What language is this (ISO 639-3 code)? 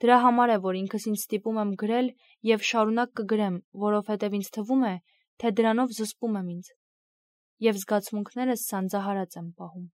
hye